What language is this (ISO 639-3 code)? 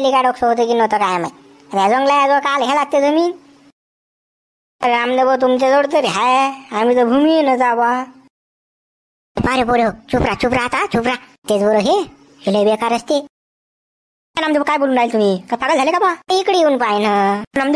mar